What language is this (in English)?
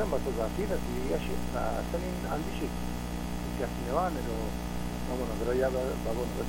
Basque